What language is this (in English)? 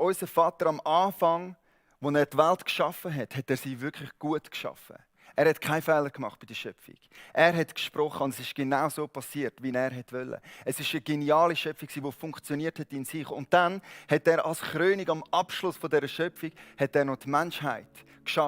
Swiss German